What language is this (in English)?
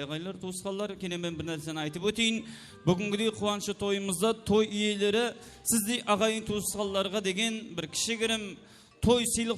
Kara-Kalpak